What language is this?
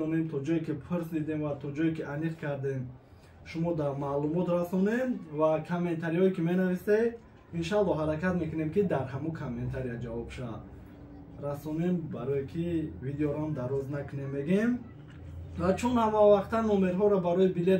Tajik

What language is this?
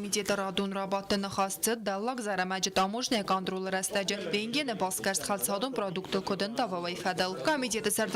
Ossetic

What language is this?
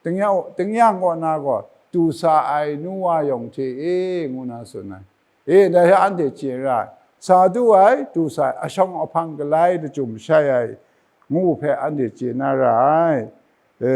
Kachin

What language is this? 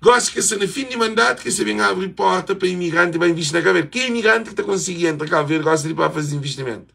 Kabuverdianu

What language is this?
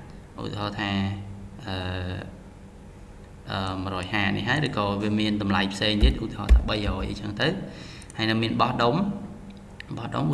Khmer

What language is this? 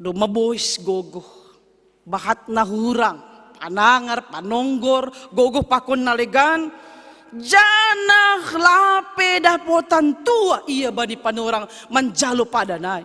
Batak Simalungun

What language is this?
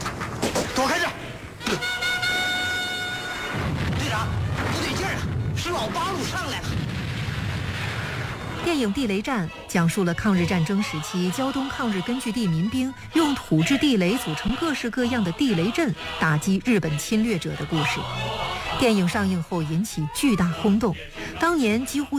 Chinese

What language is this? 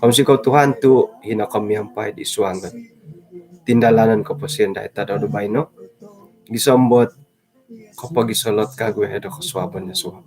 Central Dusun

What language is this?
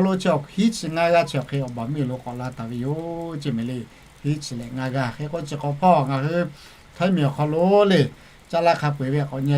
Lahu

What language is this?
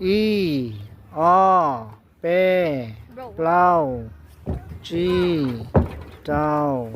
Hmong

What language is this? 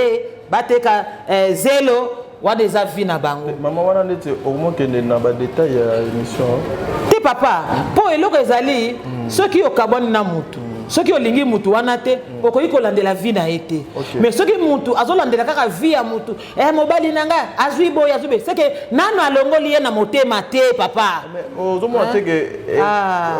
Lingala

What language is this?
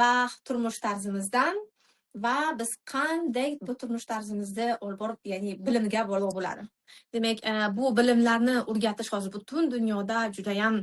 Uzbek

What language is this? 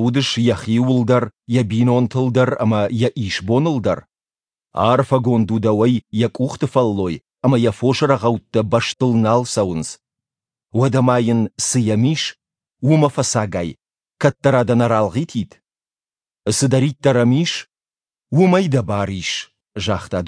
Ossetic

